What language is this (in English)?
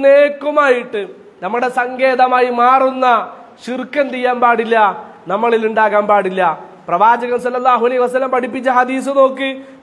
Malayalam